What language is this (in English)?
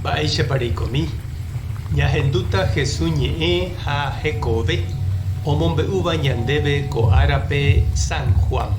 Guarani